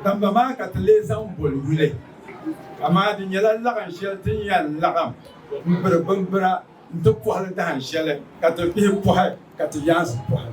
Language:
Dagbani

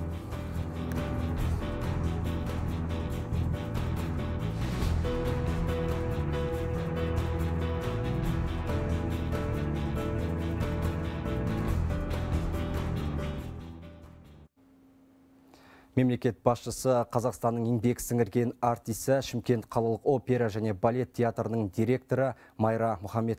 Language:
Kazakh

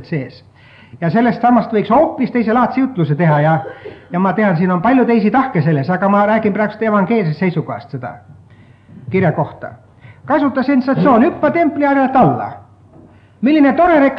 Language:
Estonian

